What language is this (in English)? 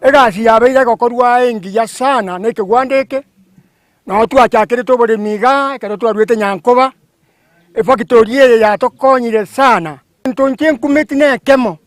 Gusii